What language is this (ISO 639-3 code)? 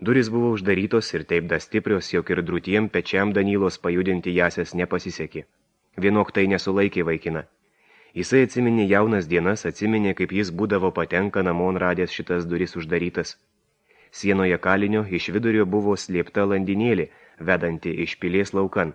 lit